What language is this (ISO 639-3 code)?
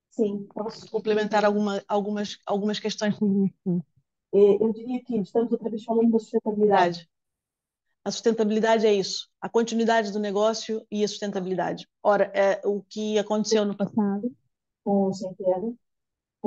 por